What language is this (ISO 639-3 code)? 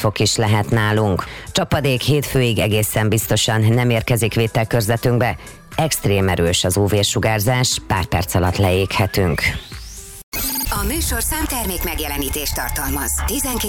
hun